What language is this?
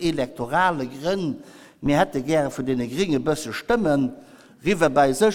Luxembourgish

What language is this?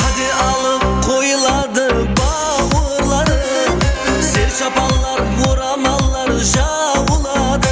Kara-Kalpak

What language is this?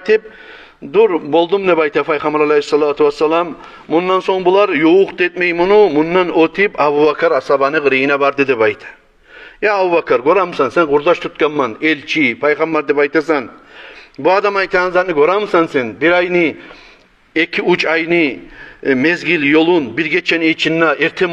Kumyk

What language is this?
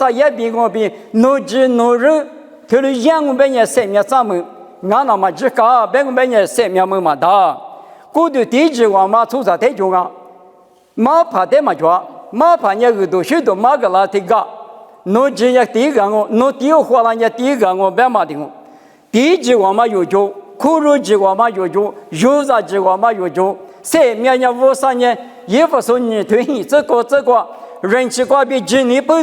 Lisu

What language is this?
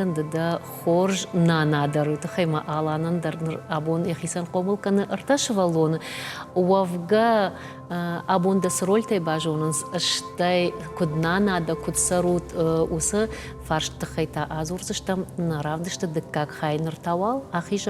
Ossetic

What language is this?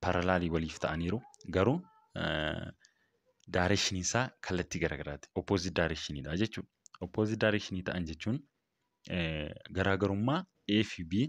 Oromo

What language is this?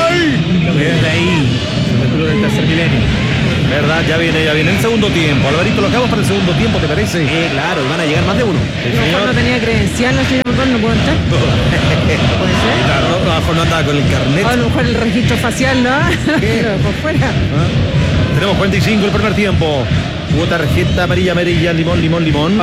Spanish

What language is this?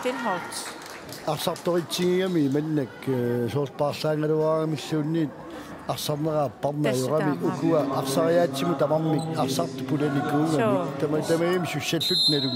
Kalaallisut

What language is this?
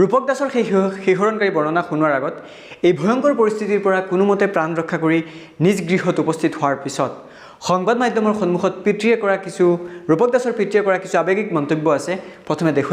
Assamese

